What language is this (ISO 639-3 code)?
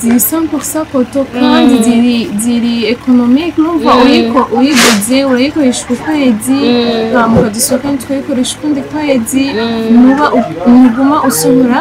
run